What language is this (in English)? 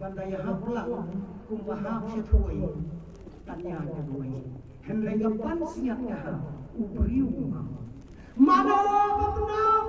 Khasi